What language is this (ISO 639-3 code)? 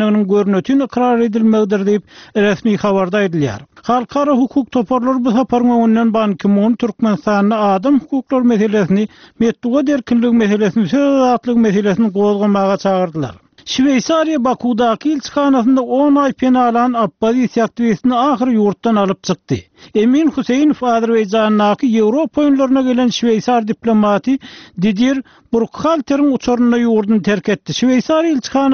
tuk